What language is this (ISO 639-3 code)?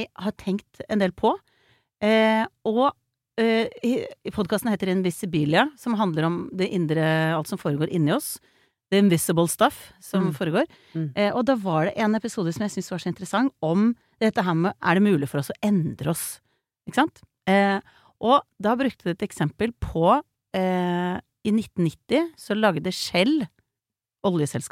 nor